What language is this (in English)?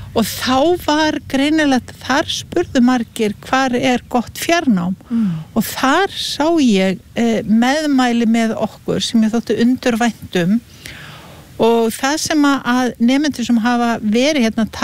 Icelandic